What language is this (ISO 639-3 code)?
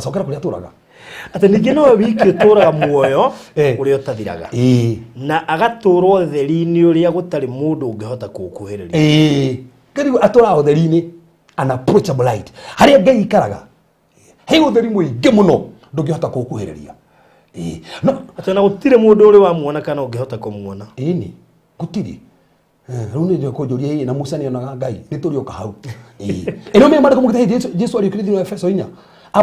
kik